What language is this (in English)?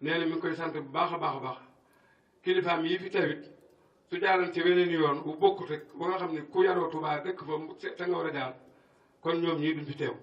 Wolof